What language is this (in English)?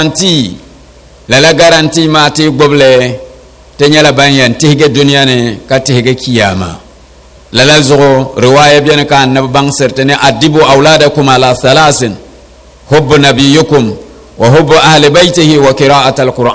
Dagbani